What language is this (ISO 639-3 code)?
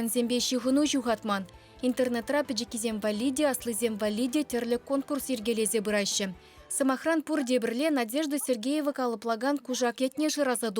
chv